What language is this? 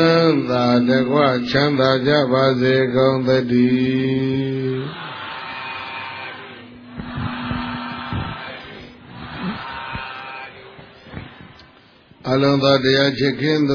Burmese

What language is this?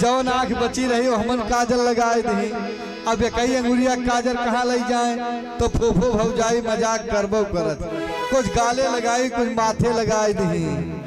Awadhi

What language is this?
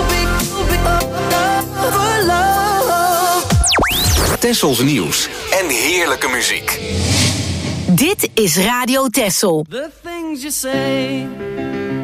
Dutch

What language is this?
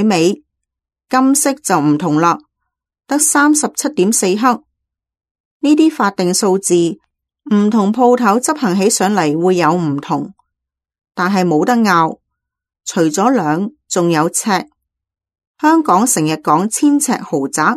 Cantonese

